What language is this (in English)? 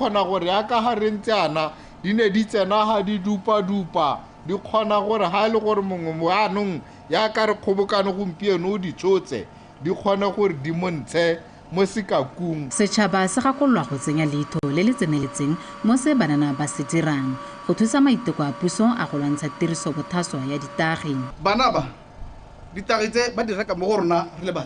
Tswana